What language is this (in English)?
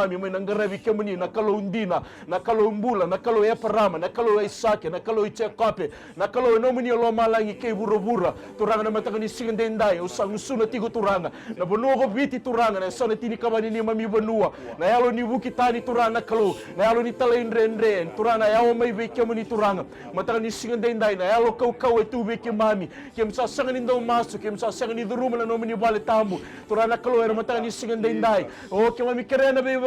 Fijian